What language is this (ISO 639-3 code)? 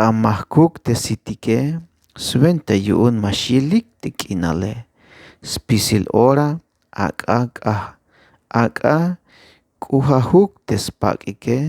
tzh